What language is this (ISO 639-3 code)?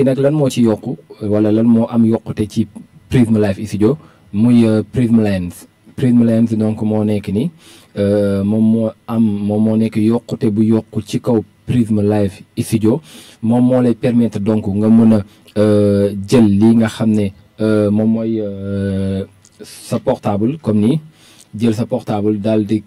wol